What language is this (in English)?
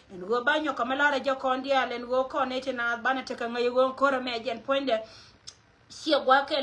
Nuer